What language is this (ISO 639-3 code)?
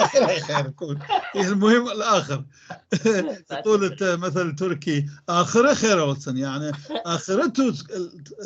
apc